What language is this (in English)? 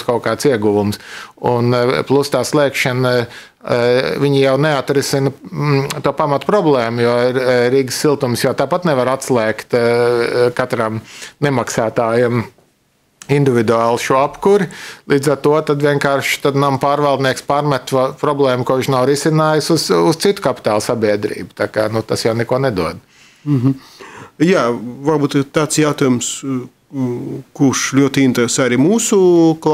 Latvian